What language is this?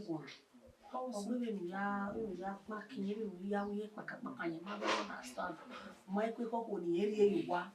Bini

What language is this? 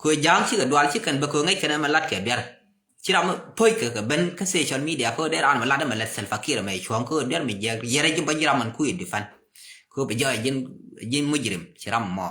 Nuer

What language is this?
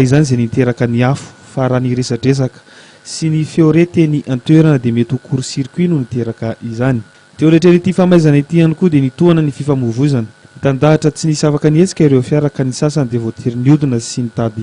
Malagasy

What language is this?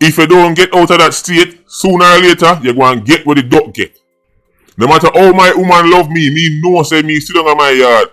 Jamaican Creole English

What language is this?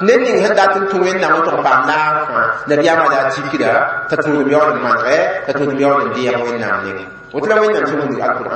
Mossi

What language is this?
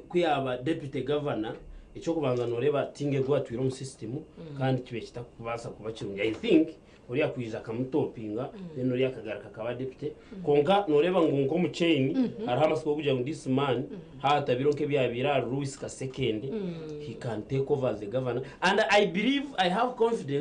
Nyankole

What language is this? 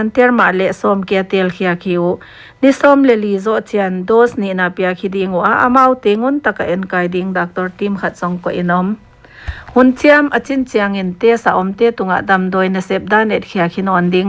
Paite Chin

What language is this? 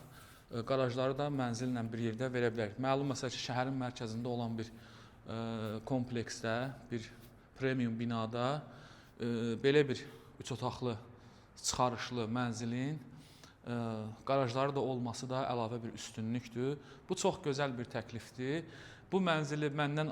Azerbaijani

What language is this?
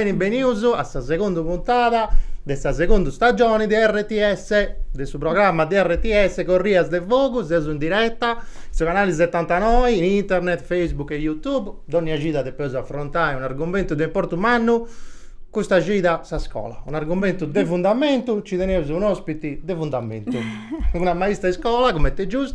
Sardinian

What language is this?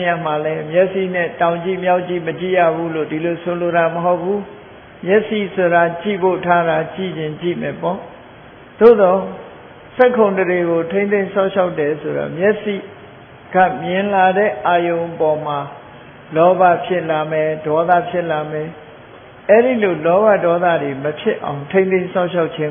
Burmese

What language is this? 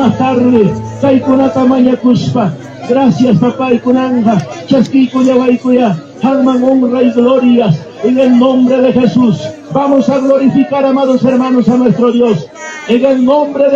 Ayacucho Quechua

